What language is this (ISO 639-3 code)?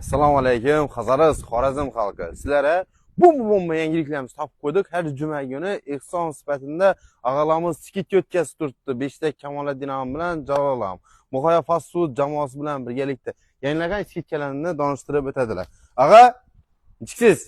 uzb